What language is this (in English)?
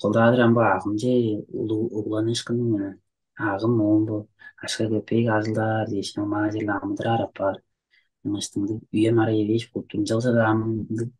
Tuvinian